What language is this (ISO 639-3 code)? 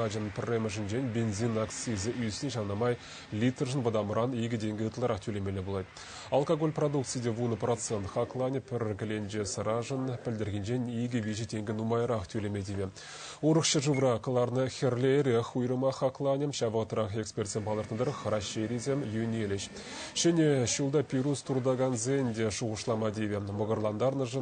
chv